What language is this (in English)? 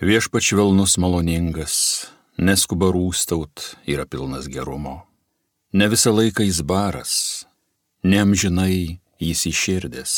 Lithuanian